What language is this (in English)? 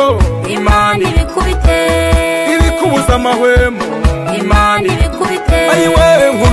Kinyarwanda